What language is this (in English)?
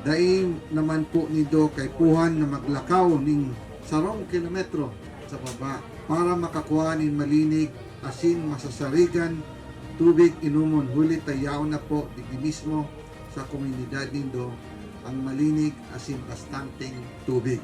Bikol